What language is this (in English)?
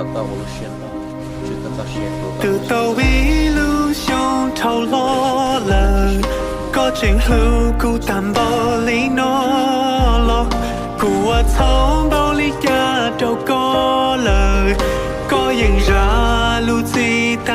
Hmong